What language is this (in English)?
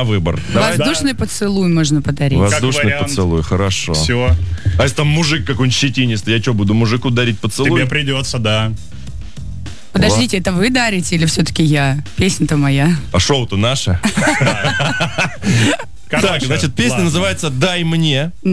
Russian